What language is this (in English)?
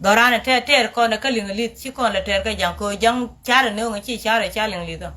Nuer